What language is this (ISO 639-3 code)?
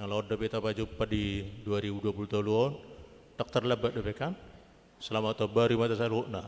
bbc